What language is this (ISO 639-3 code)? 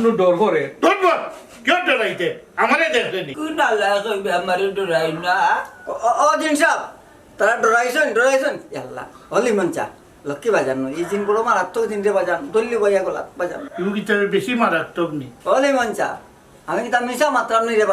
syl